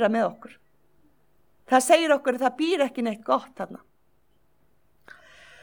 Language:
Icelandic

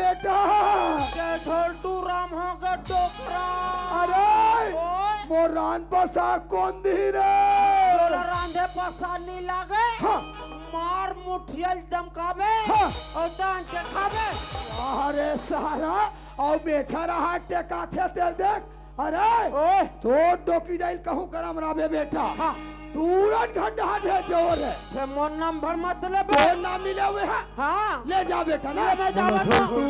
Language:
Chhattisgarhi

